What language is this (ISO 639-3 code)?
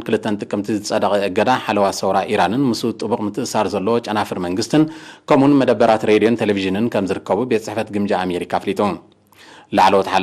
tir